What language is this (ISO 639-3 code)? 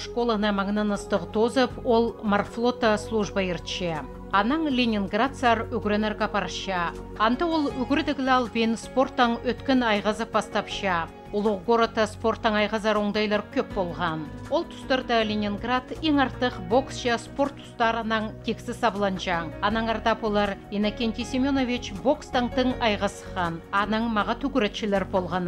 kjh